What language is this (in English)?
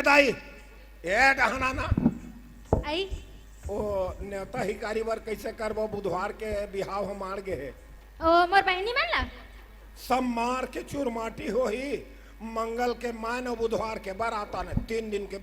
Chhattisgarhi